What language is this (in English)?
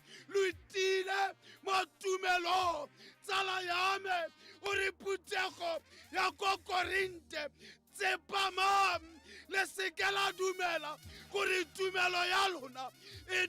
Tswana